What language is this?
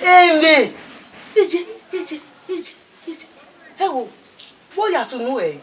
Bini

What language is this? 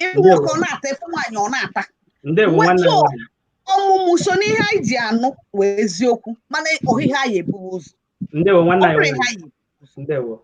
Igbo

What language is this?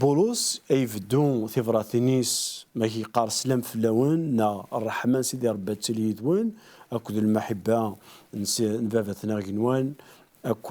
Kabyle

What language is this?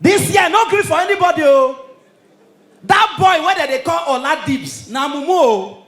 Nigerian Pidgin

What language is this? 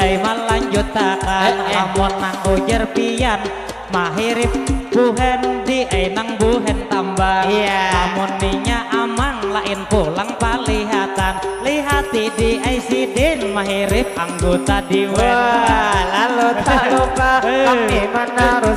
Banjar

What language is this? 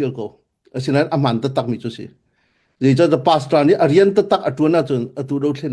Hakha Chin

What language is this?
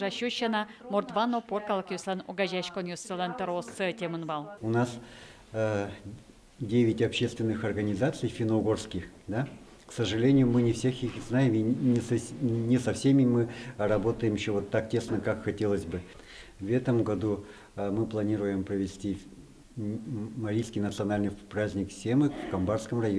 Udmurt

